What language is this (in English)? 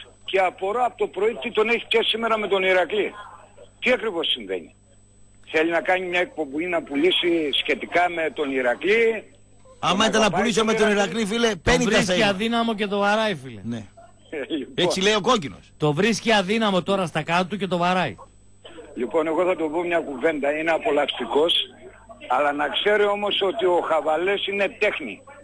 Greek